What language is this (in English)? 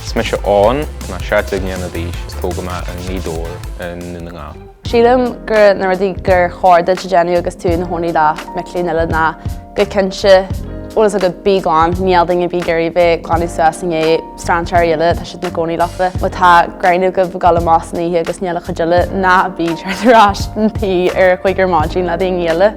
Irish